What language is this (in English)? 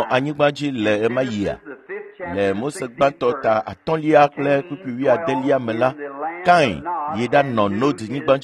Ewe